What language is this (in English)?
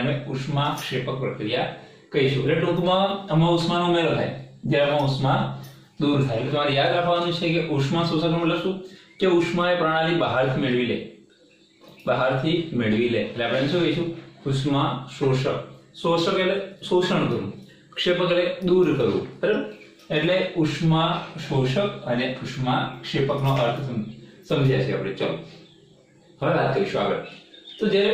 Gujarati